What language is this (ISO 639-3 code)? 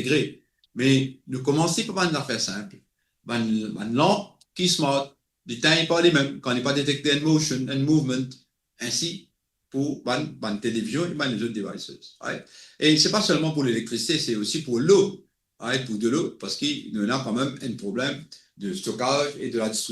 mfe